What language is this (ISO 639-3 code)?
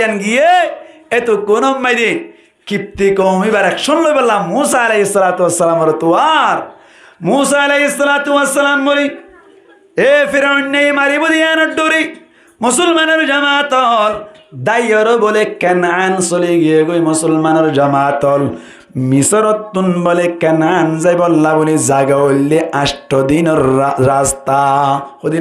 rhg